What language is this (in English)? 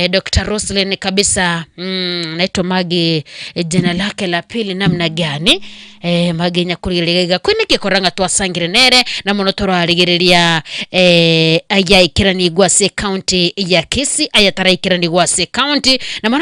Gusii